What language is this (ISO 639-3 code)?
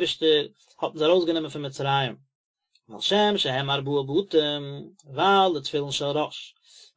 yid